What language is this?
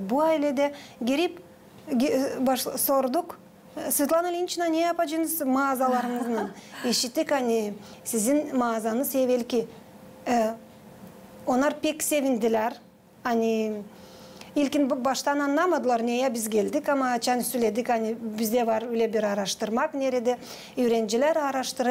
Gagauz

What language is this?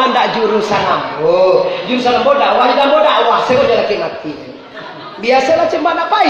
Minangkabau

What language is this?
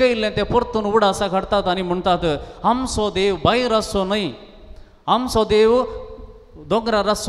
Konkani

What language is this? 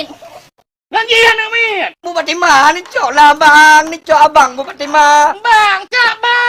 Achinese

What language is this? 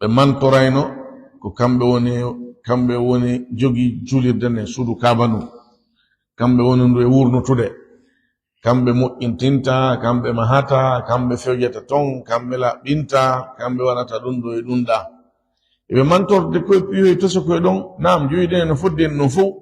Fula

